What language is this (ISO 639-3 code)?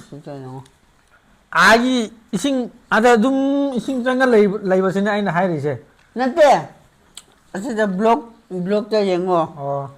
mni